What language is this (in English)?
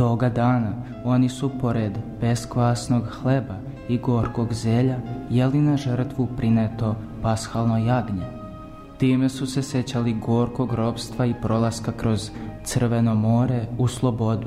Serbian